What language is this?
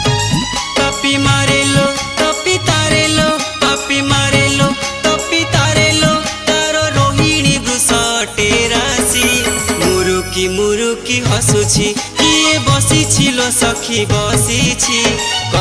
Odia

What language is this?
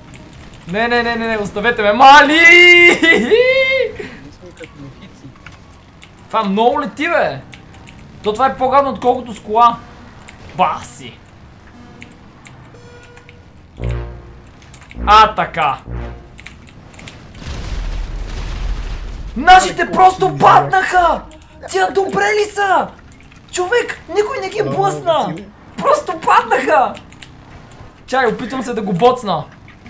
Bulgarian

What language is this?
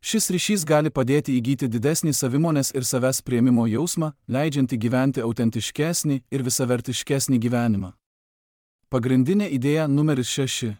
Lithuanian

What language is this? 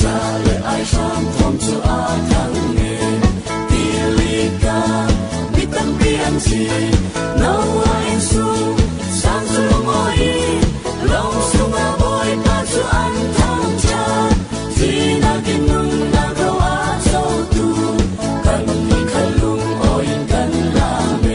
Falam Chin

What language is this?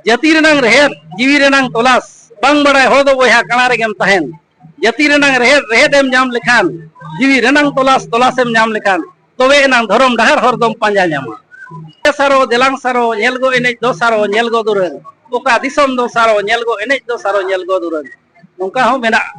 Santali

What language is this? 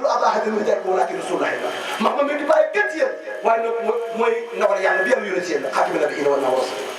Wolof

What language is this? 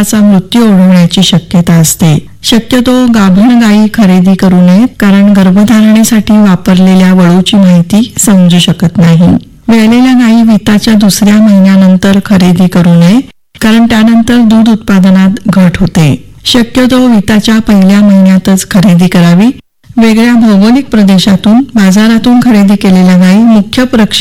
Marathi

